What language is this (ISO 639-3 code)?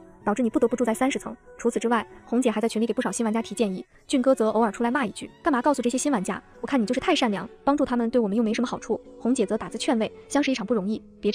zho